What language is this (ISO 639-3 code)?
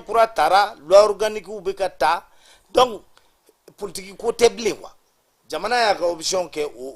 bam